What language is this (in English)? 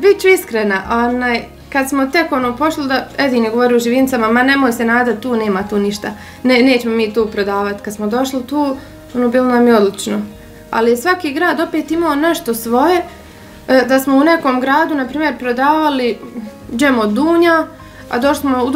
Bosnian